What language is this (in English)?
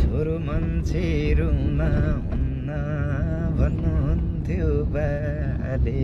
Nepali